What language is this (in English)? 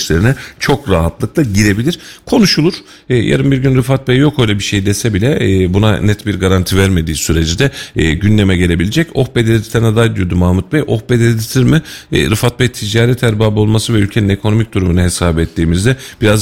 Turkish